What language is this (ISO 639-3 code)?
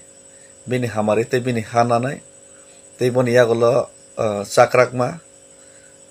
trp